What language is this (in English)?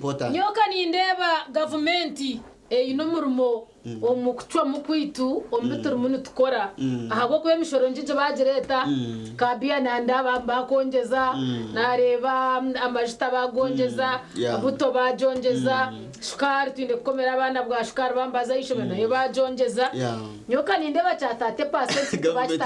Nyankole